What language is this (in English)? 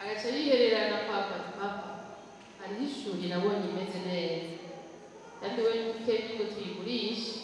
Rundi